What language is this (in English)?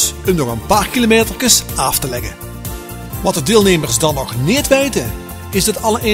Limburgish